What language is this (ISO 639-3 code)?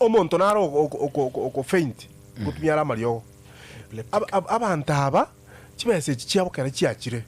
guz